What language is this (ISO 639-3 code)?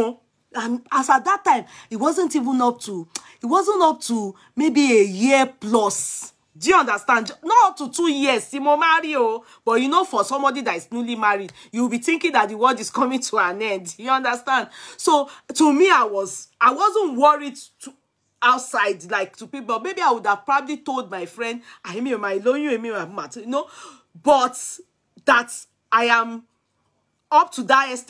pcm